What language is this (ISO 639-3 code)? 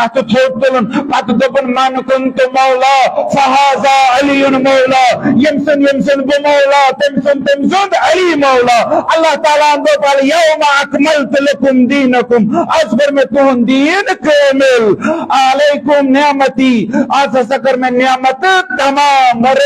kas